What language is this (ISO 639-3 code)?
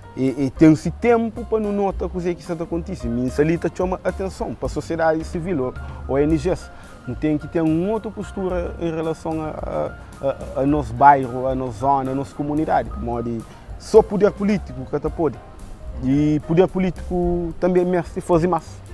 kea